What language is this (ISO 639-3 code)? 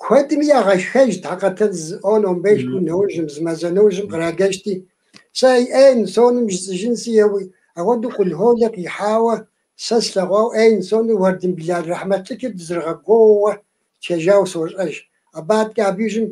kbd